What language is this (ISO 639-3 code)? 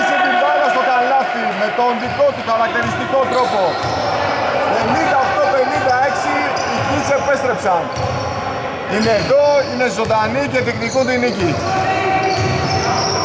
ell